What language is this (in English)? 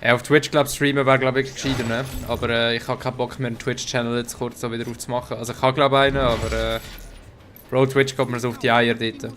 Swiss German